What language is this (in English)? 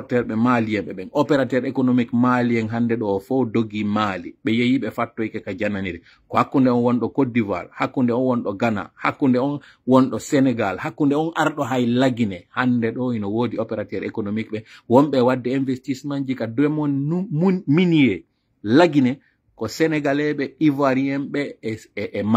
Pular